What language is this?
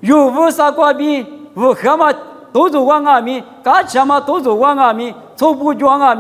Lisu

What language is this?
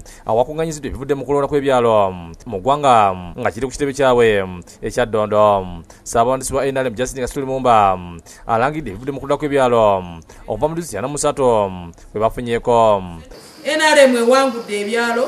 Ganda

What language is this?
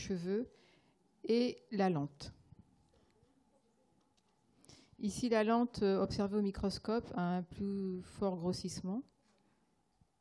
French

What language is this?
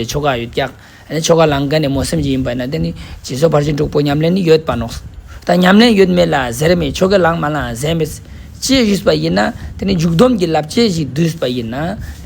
Ladakhi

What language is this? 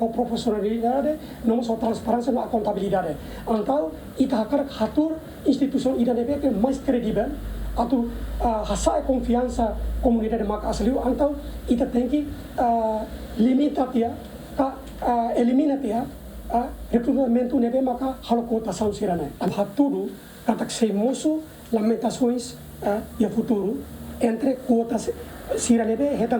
Tetum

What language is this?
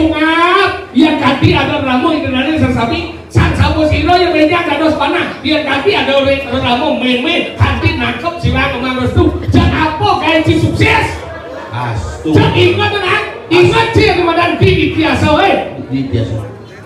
Balinese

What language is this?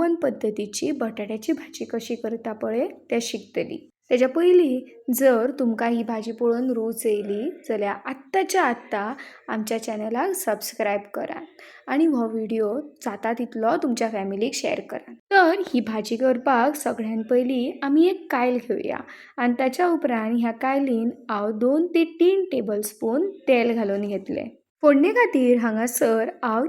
Konkani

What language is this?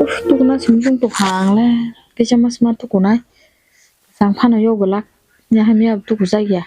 Kok Borok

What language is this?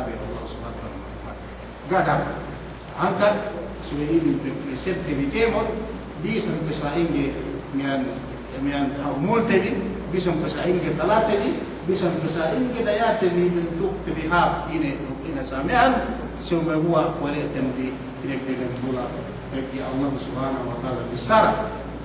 Yakan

